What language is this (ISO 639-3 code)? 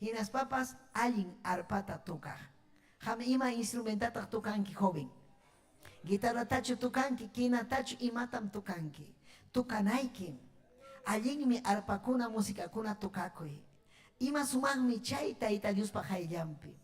quy